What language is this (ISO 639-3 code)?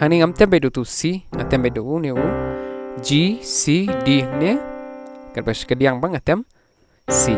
kha